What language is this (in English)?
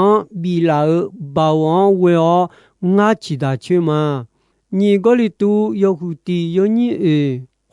Akha